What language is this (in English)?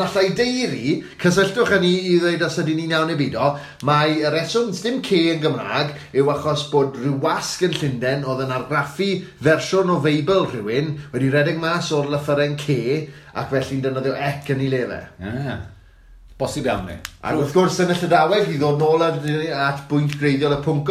Welsh